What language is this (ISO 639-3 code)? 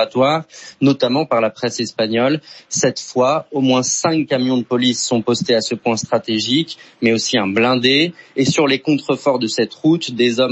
fra